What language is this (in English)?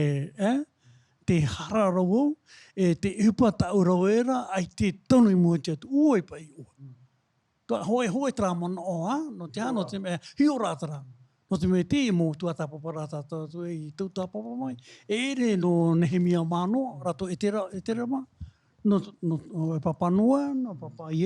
Tahitian